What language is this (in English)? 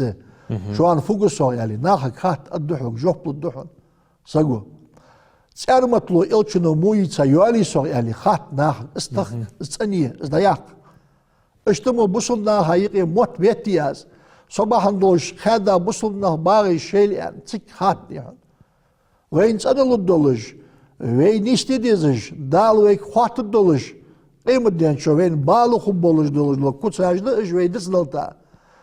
Ingush